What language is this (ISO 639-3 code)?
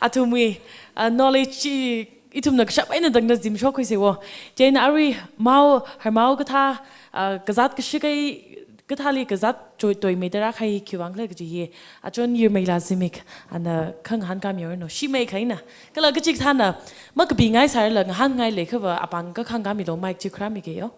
nmf